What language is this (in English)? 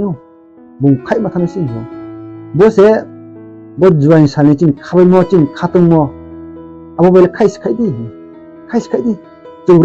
Riang (India)